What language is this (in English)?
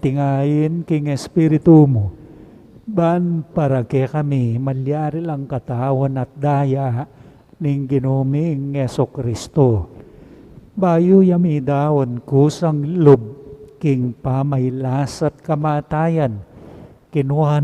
Pampanga